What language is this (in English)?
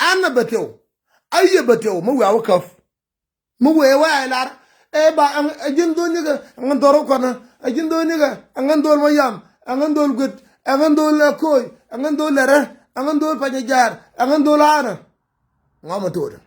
Nuer